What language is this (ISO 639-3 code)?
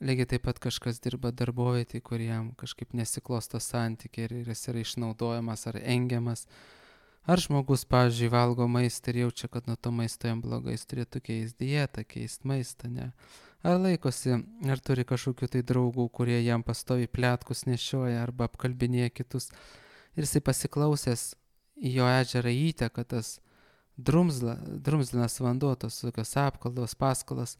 lit